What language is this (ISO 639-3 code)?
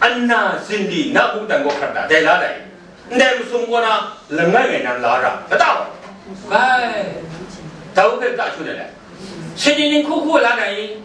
kac